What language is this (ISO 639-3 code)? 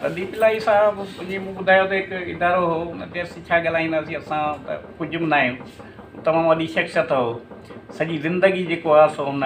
snd